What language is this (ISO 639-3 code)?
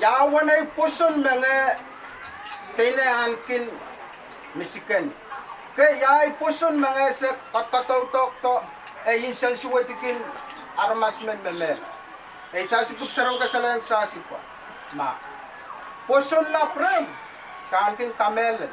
pon